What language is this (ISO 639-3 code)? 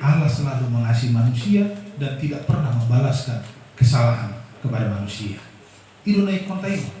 bbc